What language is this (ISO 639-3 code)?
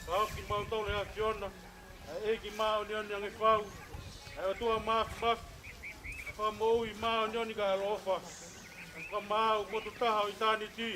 ton